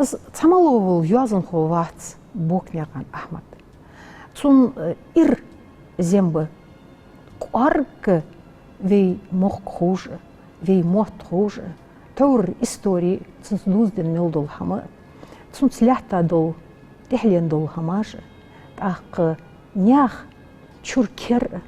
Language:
Ingush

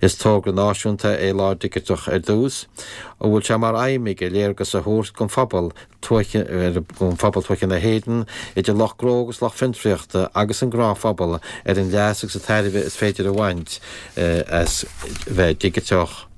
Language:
Irish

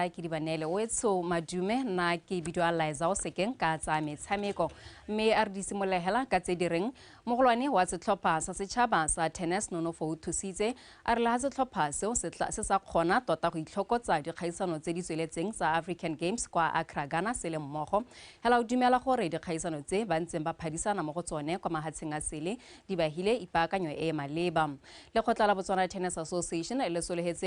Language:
Tswana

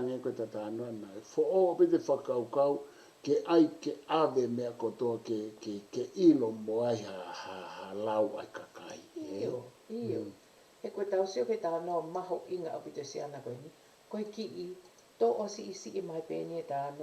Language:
Tongan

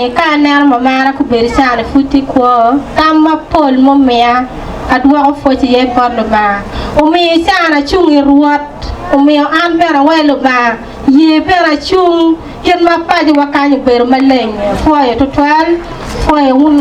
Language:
Acoli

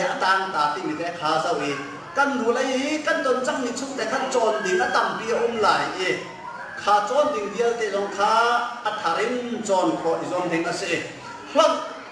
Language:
Hakha Chin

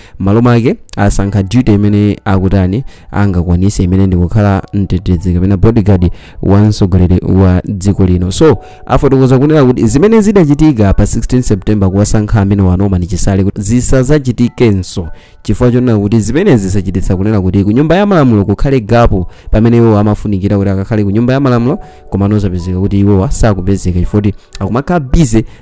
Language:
Nyanja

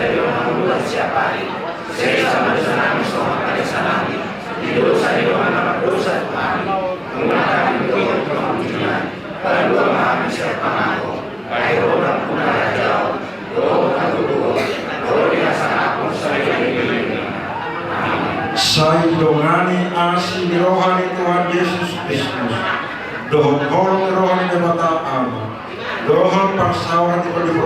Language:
Batak Toba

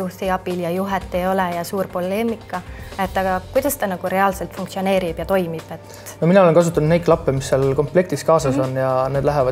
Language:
Estonian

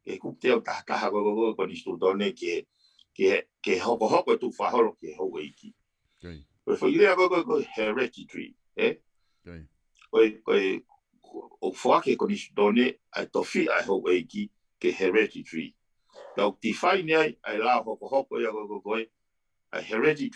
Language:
Tongan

